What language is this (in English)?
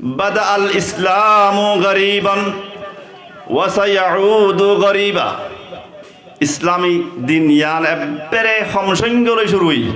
Rohingya